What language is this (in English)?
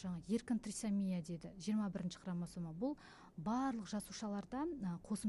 Kazakh